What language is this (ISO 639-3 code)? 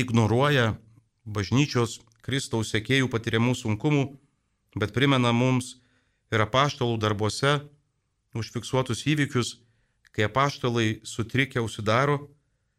lit